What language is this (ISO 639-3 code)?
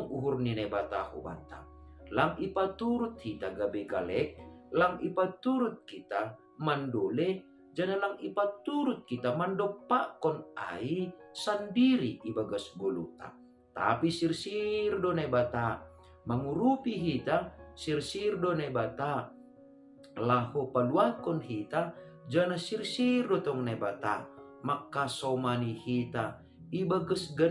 bts